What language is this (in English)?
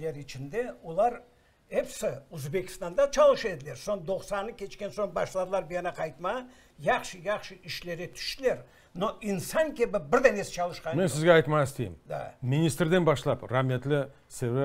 Crimean Tatar